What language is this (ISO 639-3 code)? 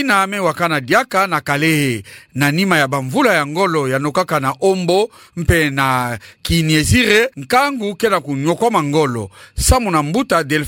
ktu